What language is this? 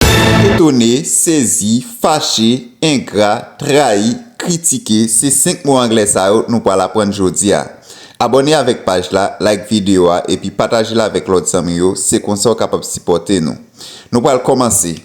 Haitian Creole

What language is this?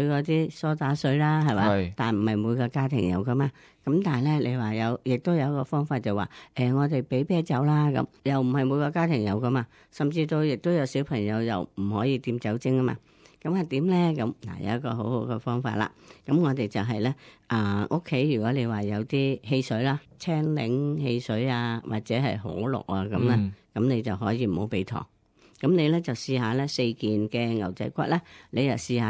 Cantonese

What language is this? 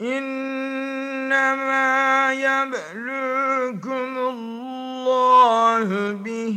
Tatar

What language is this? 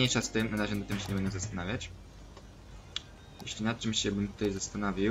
Polish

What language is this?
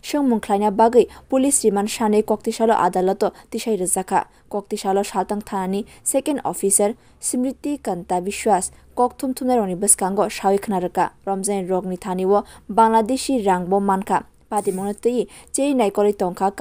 Kok Borok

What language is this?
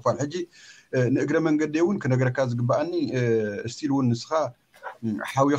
Tigrinya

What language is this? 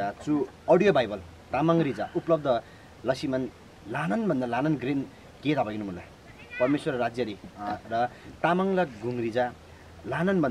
Eastern Tamang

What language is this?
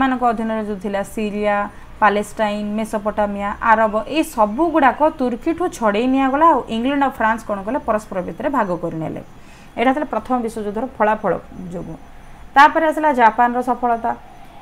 Odia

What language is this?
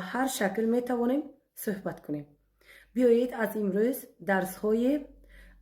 Tajik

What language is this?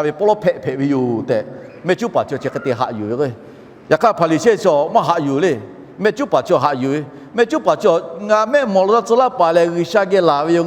Lahu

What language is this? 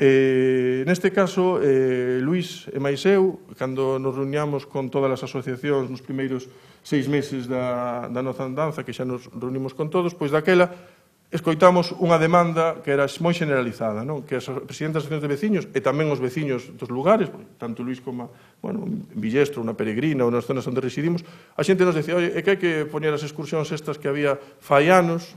Galician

